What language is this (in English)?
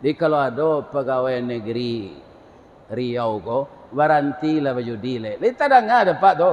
Minangkabau